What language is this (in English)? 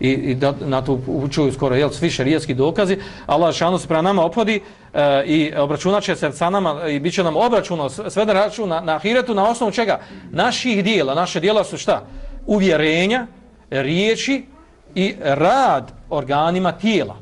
Bosnian